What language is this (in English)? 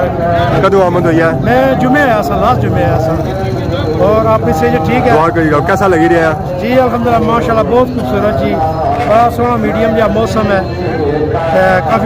Pahari-Potwari